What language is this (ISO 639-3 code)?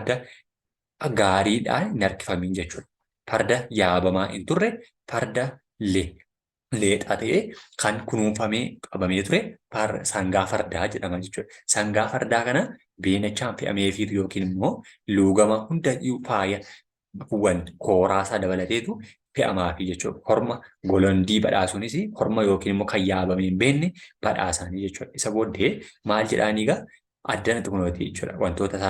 orm